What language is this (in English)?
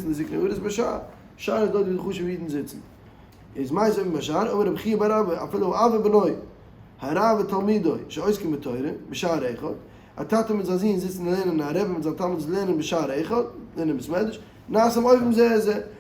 Yiddish